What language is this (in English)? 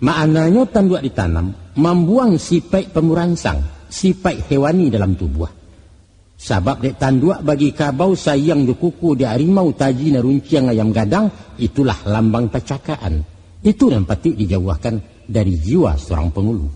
Minangkabau